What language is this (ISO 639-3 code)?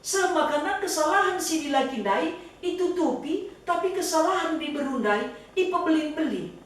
btx